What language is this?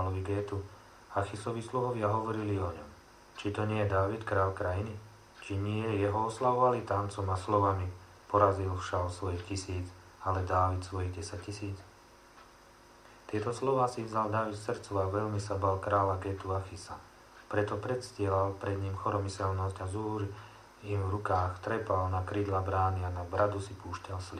Slovak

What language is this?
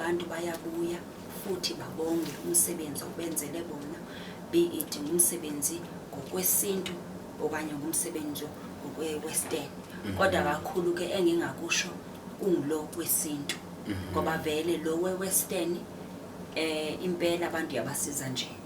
Zulu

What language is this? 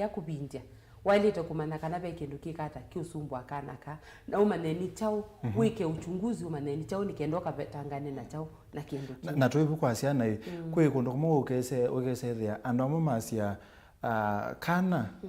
Kamba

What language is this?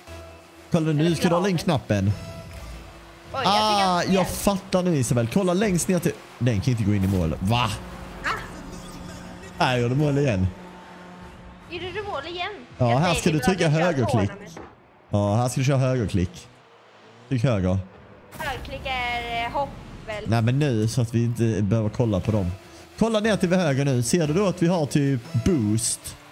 Swedish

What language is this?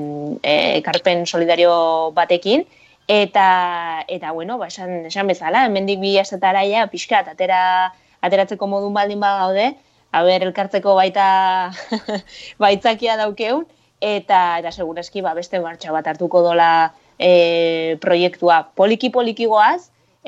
Basque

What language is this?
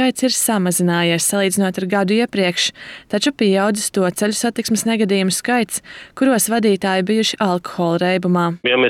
Latvian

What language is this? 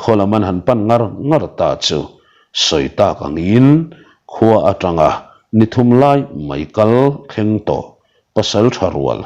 Mizo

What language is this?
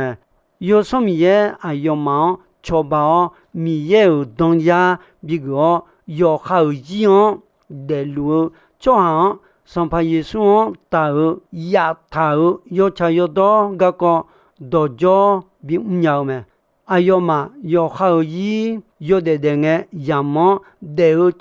Akha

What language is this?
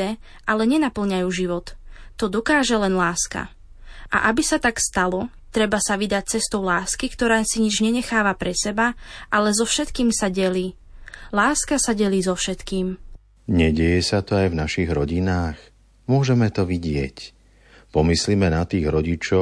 Slovak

